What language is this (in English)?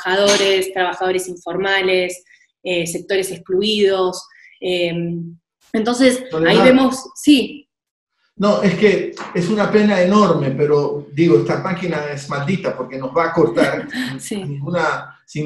Spanish